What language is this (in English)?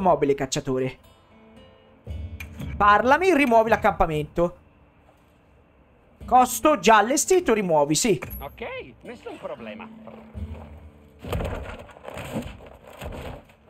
Italian